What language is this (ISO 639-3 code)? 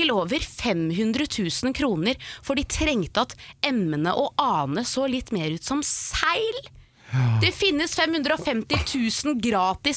nor